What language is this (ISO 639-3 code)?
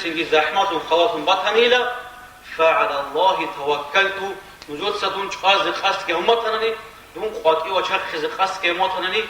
ava